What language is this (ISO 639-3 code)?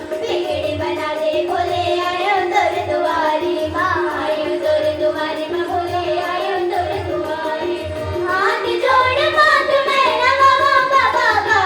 hne